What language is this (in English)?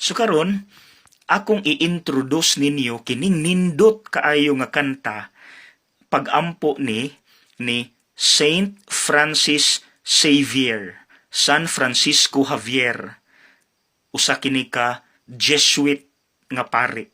Cebuano